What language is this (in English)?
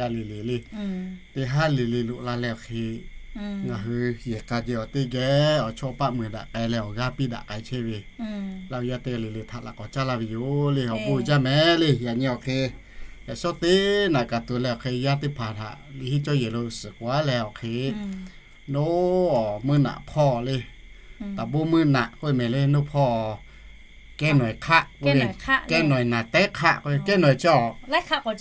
Lahu